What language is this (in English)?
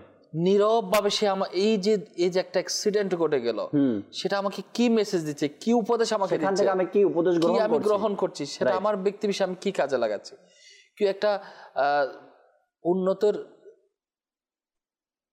Bangla